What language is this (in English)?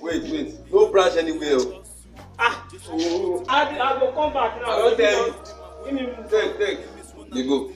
Nigerian Pidgin